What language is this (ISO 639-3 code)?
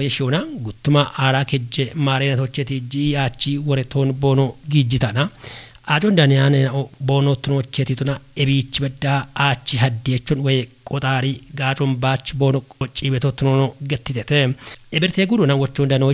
kbr